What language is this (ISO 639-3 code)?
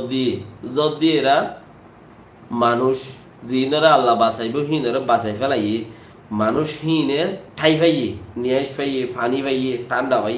rhg